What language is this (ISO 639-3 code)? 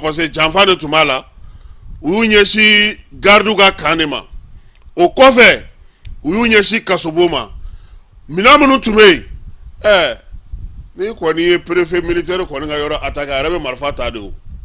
bam